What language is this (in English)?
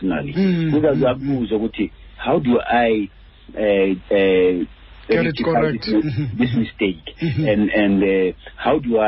Xhosa